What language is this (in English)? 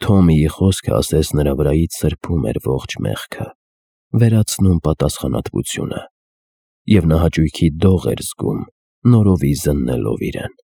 Armenian